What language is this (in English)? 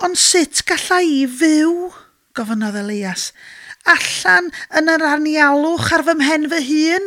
Welsh